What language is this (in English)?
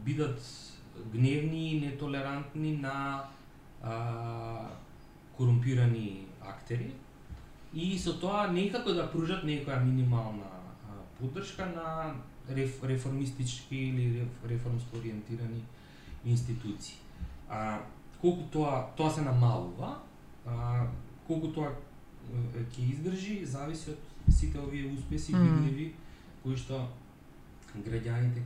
Macedonian